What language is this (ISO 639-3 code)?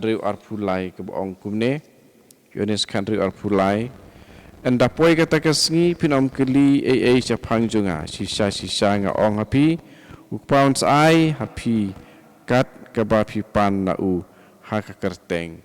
kha